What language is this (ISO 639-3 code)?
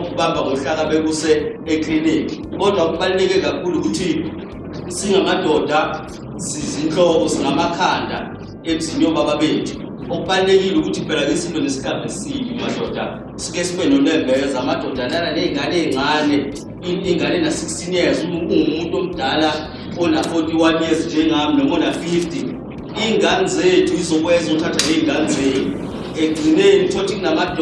zul